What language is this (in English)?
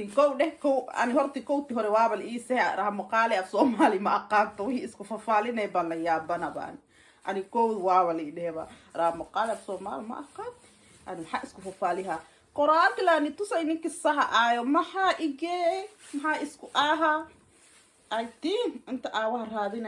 Somali